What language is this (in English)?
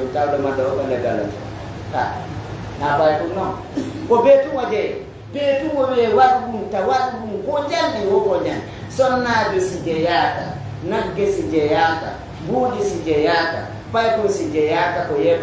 Pular